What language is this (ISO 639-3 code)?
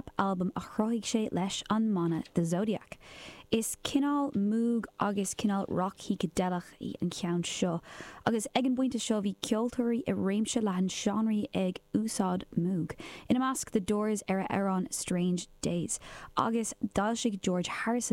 gle